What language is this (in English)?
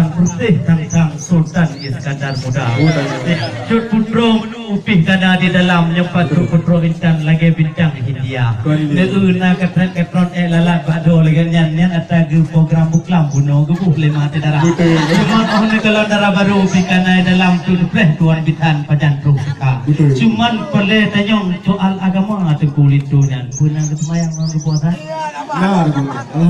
Achinese